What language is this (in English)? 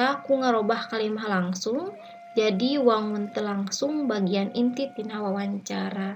Sundanese